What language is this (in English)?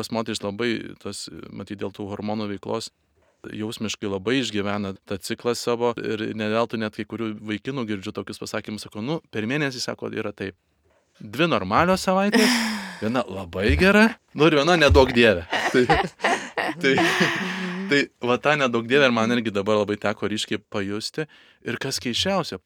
Lithuanian